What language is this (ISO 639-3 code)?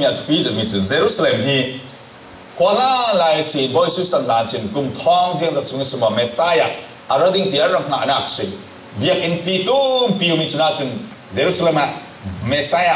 cfm